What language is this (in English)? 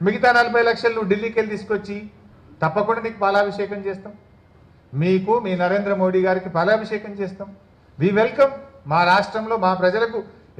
Telugu